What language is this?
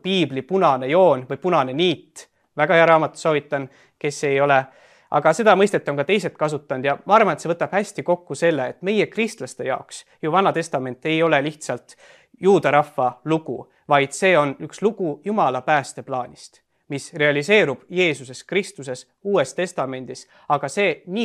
Estonian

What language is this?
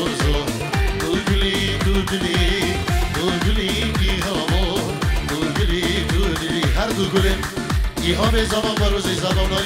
Kurdish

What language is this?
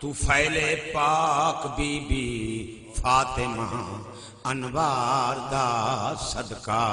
Saraiki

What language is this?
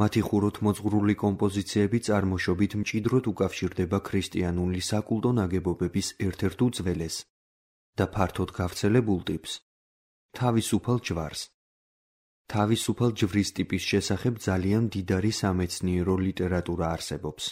Georgian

